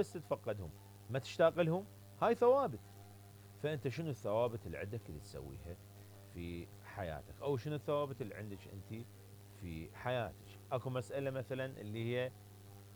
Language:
Mesopotamian Arabic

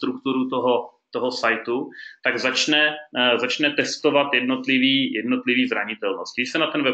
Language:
Czech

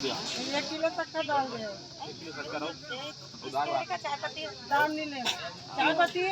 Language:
Chhattisgarhi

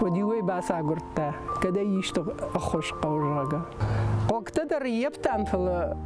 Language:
Ossetic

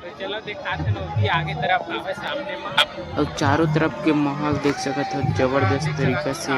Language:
Chhattisgarhi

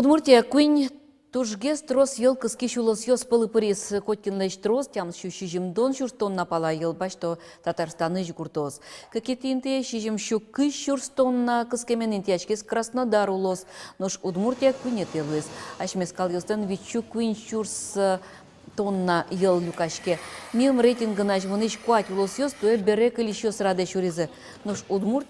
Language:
Udmurt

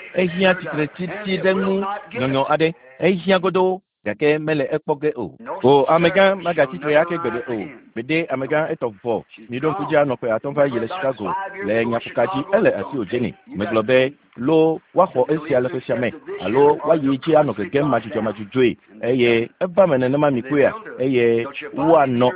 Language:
Ewe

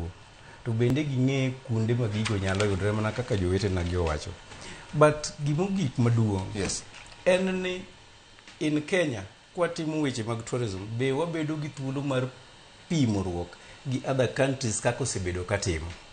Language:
Luo (Kenya and Tanzania)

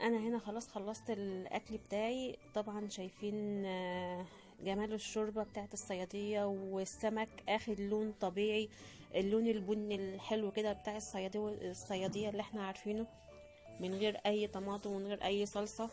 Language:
Egyptian Arabic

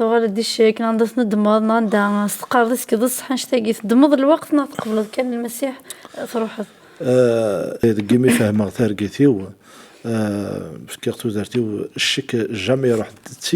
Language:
Kabyle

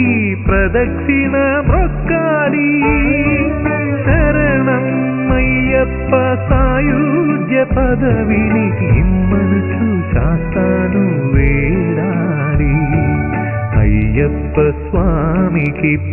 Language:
Telugu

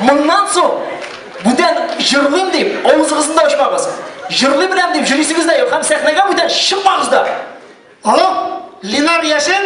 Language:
Tatar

